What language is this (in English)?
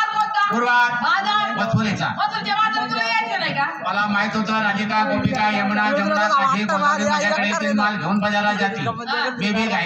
Marathi